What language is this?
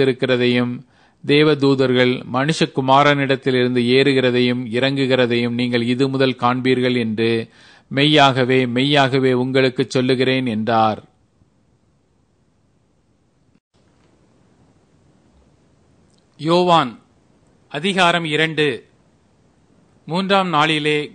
Tamil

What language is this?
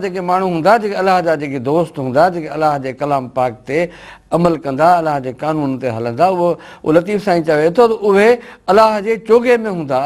Sindhi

